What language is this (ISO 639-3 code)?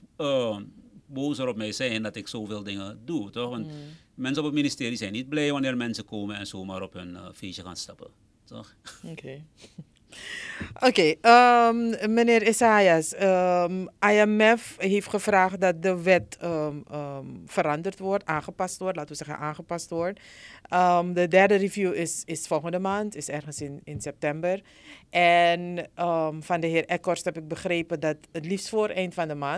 nld